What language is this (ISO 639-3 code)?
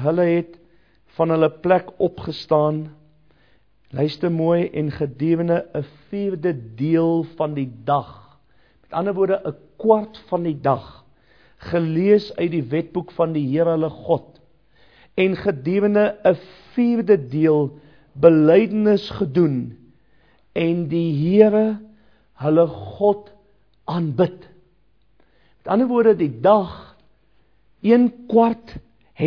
afr